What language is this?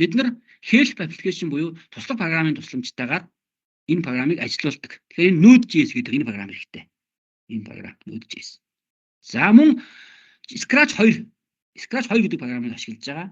Mongolian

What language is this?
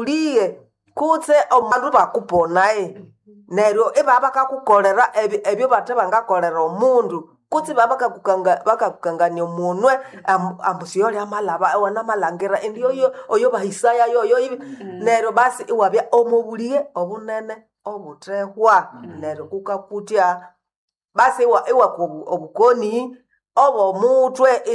Nande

